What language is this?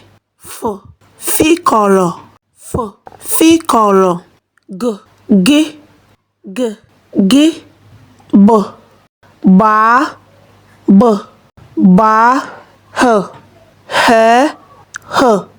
Igbo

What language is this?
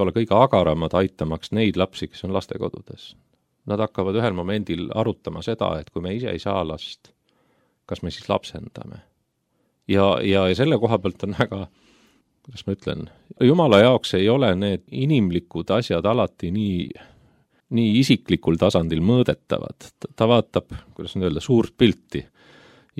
Estonian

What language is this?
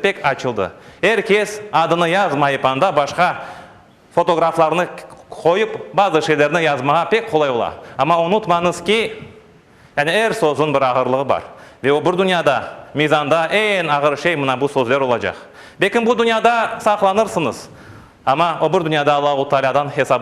Crimean Tatar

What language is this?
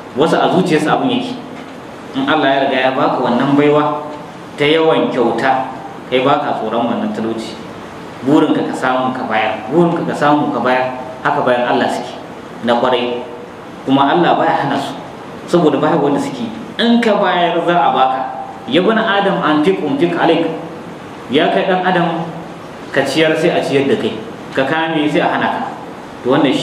Hausa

